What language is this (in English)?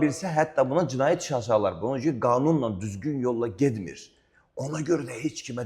Azerbaijani